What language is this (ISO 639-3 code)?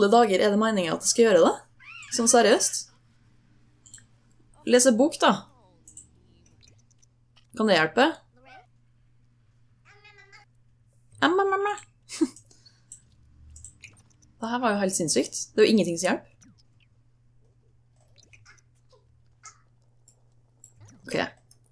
nor